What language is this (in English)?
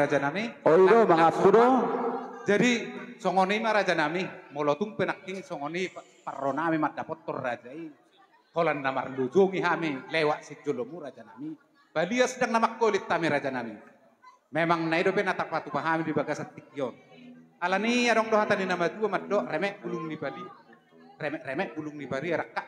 Batak Toba